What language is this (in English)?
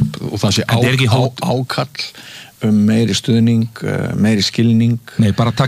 Icelandic